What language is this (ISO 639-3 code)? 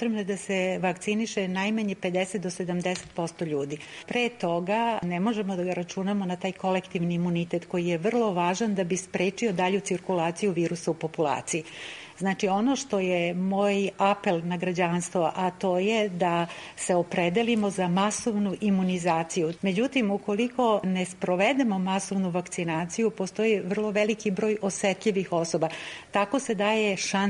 srp